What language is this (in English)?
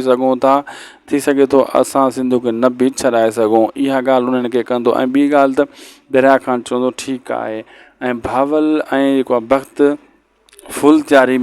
Sindhi